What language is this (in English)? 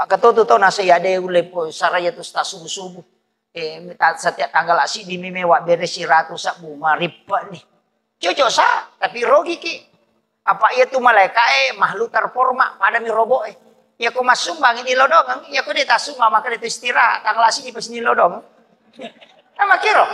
Buginese